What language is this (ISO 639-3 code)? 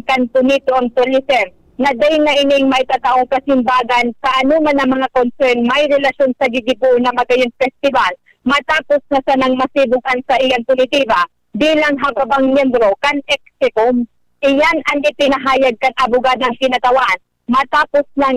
bik